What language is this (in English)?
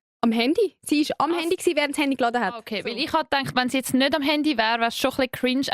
Swiss German